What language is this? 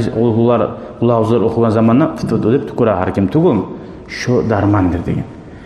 Kumyk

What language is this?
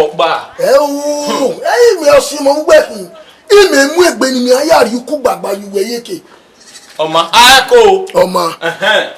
Bini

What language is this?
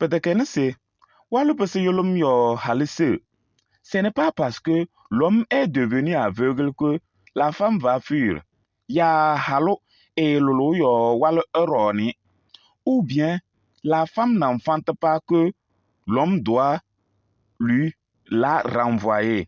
Kabiyè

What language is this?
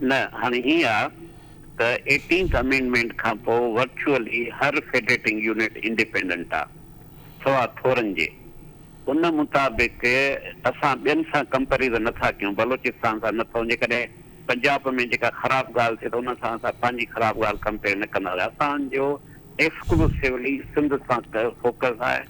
Sindhi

